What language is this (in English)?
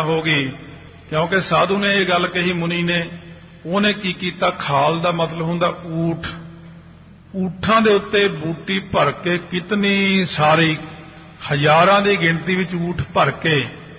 Punjabi